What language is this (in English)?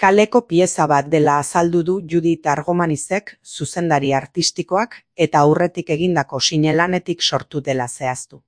Basque